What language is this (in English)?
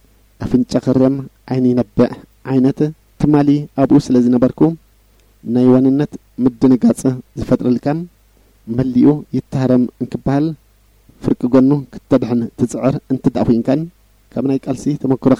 Tigrinya